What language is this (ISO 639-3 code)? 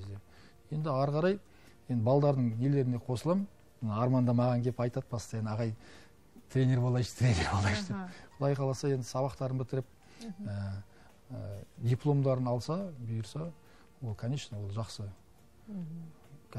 kaz